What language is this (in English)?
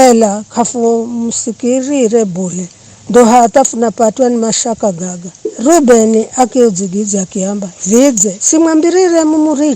Giryama